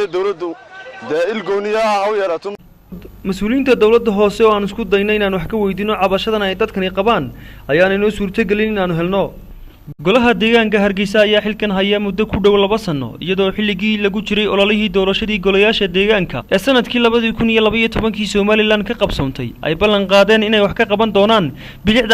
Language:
Somali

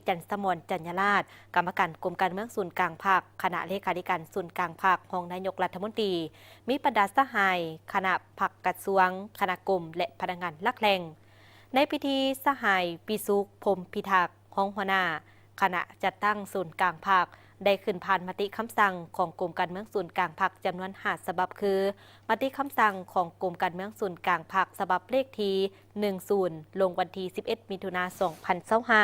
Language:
Lao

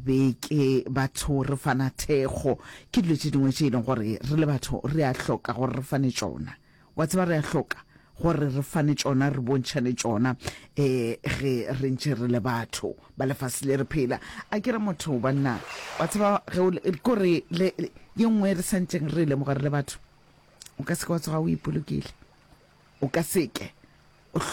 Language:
Northern Sotho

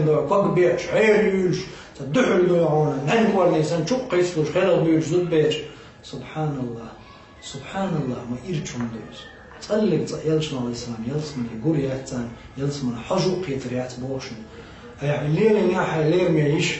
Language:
Chechen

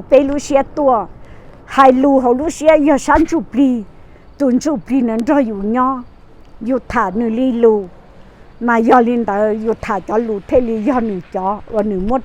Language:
Hmong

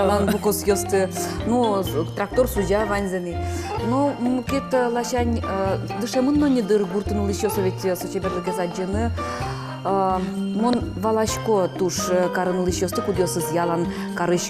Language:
Udmurt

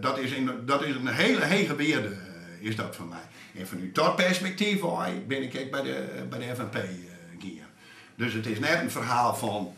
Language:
Western Frisian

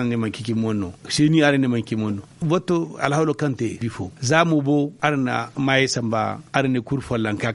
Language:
Zarma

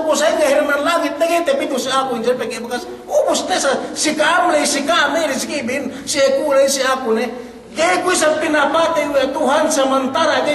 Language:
Yakan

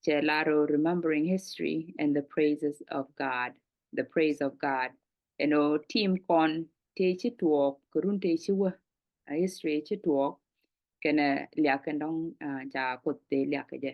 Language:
Nuer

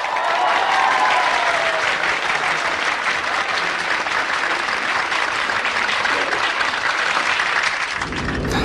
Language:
Udmurt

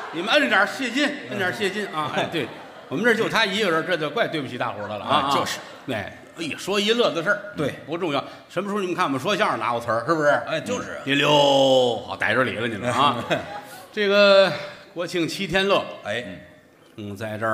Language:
Chinese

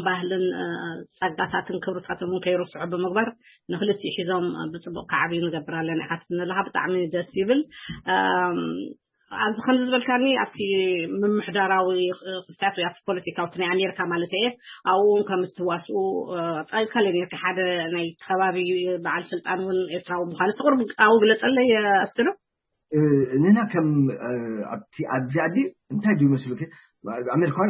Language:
Tigrinya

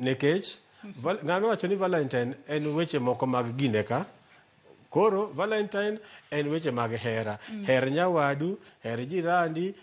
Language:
Luo (Kenya and Tanzania)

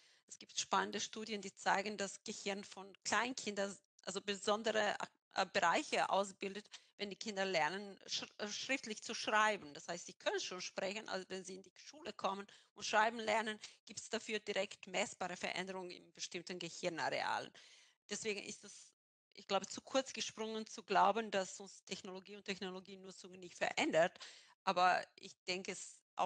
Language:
German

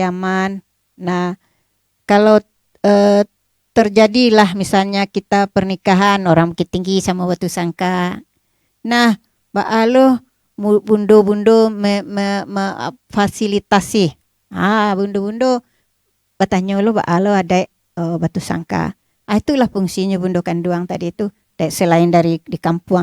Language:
Minangkabau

